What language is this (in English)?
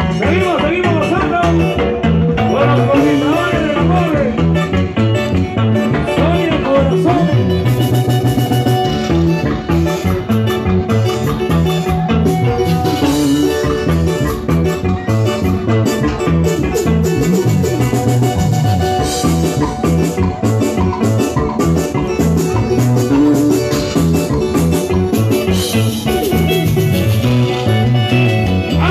Spanish